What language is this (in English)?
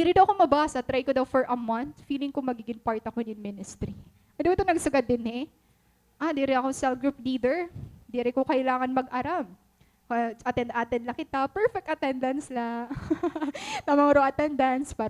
Waray